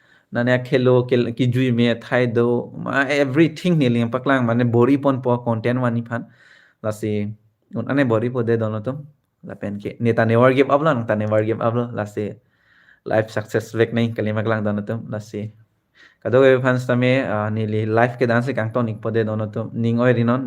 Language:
Karbi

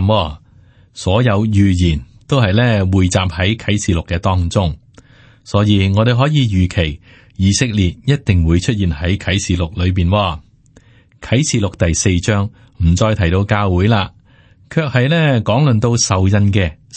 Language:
Cantonese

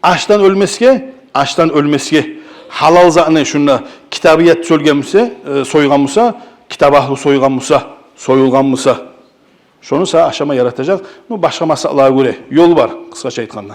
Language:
Kumyk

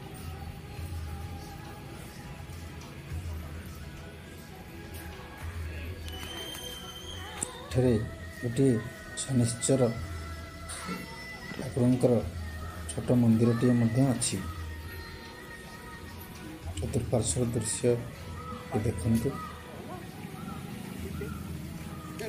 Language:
Odia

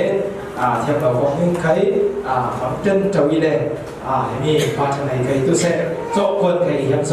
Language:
Falam Chin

